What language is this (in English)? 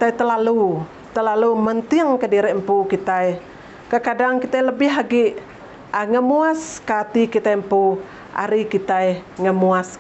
Iban